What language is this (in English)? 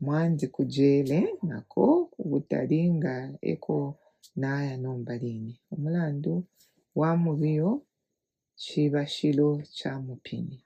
Bemba